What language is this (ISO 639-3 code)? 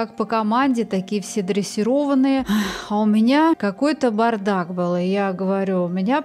rus